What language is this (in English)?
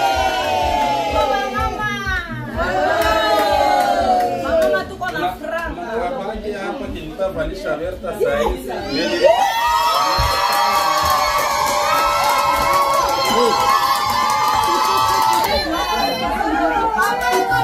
Swahili